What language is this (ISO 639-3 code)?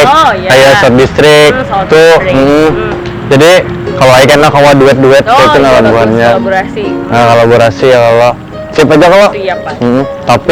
bjn